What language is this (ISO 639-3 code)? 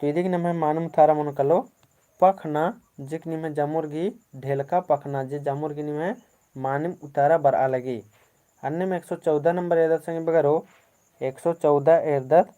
kru